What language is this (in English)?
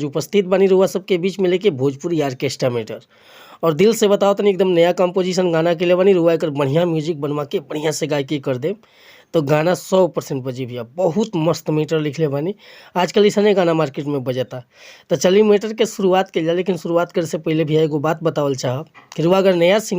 Bhojpuri